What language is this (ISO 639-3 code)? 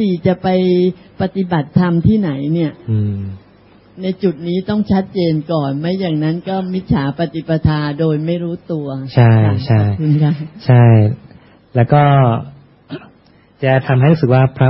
tha